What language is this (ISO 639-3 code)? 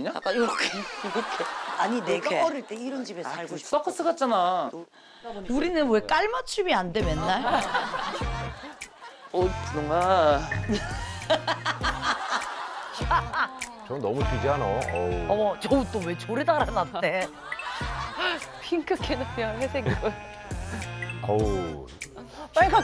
kor